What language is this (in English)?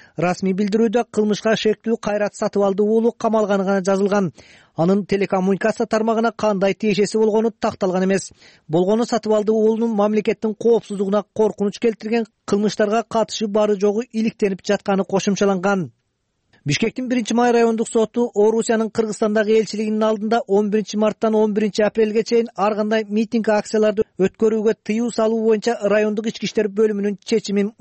Kyrgyz